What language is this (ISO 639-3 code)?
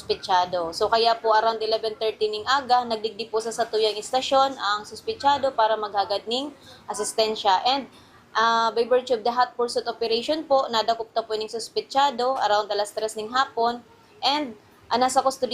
bik